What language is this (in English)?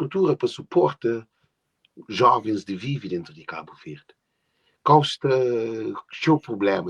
Kabuverdianu